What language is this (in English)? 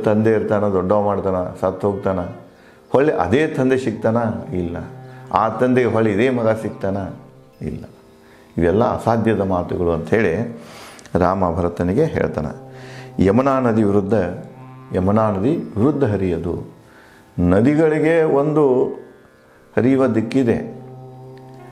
Kannada